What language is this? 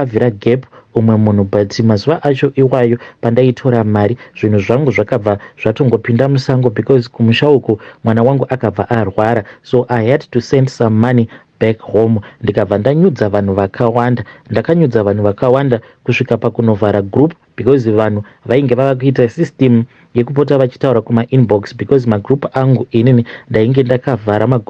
Shona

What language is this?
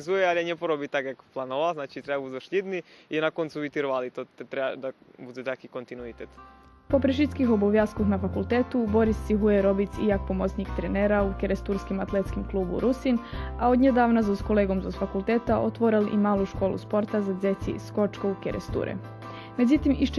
Rusyn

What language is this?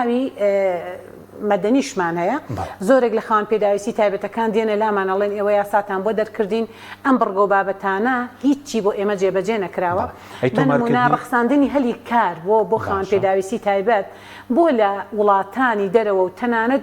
Central Kurdish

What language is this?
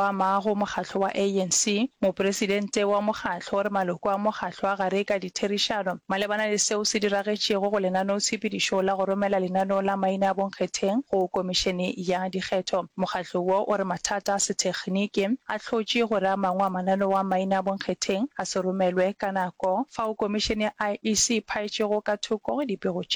Northern Sotho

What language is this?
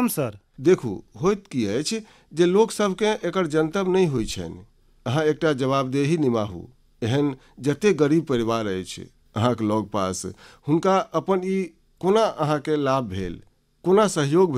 Maithili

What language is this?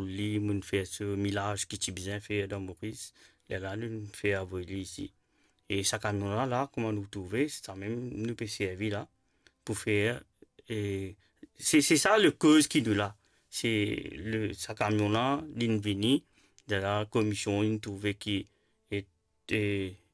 Morisyen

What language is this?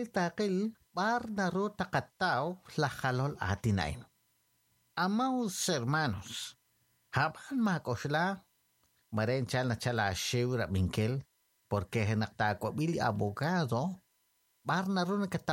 Kekchí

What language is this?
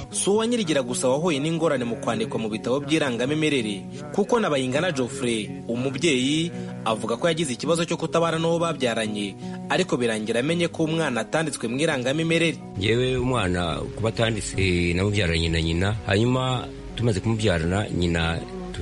Kinyarwanda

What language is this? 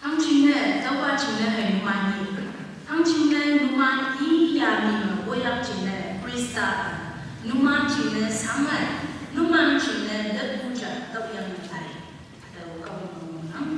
Konyak Naga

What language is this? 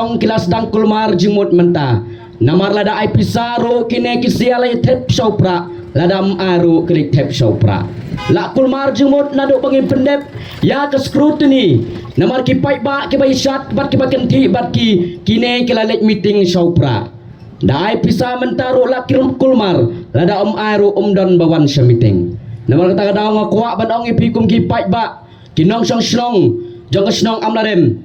Khasi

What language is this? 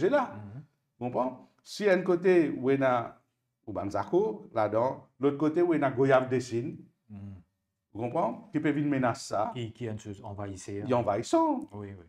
Morisyen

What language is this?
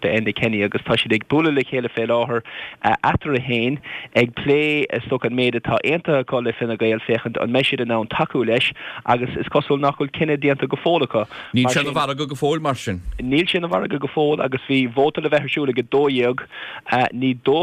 Irish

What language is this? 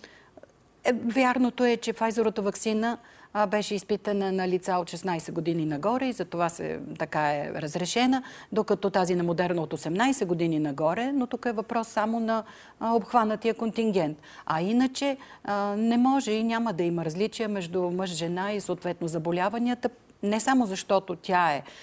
Bulgarian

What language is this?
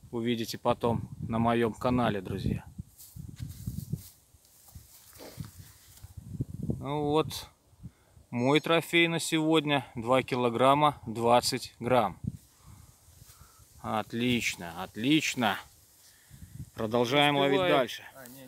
Russian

